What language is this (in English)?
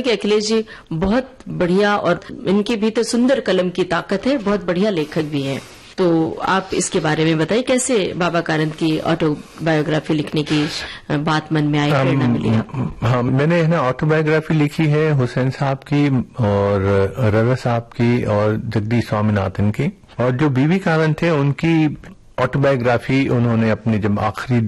Hindi